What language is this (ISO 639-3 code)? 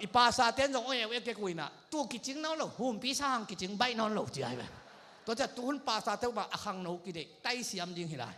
ctd